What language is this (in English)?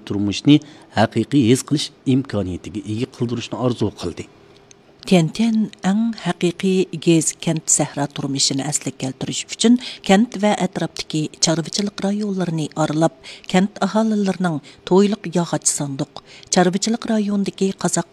Uyghur